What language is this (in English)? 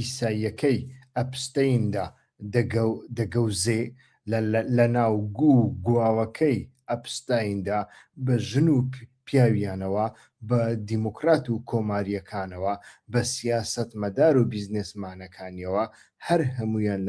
Central Kurdish